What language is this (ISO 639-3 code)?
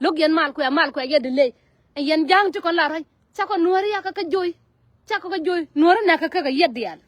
nus